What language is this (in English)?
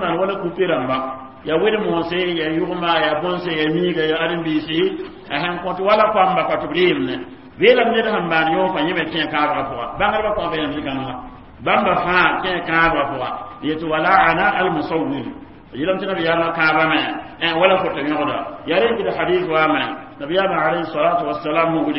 Mossi